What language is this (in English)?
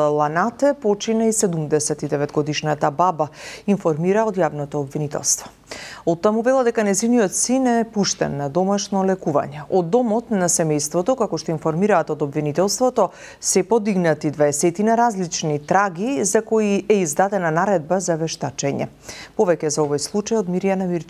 Macedonian